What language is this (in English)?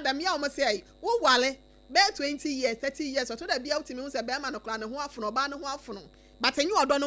Akan